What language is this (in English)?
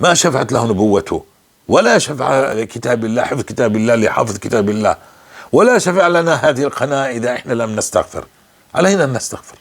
North Levantine Arabic